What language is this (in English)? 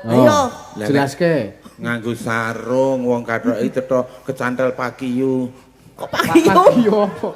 Javanese